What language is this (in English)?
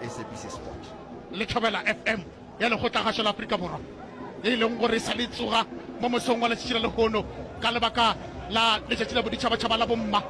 Northern Sotho